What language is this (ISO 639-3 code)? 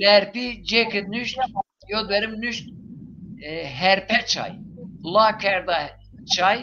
zza